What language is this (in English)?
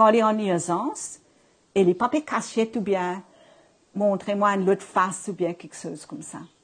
Morisyen